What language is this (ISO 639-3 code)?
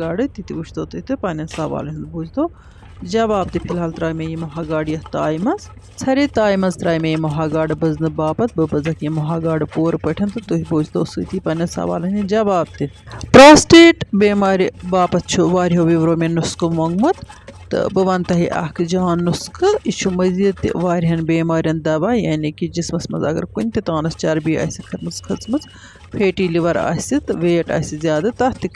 kas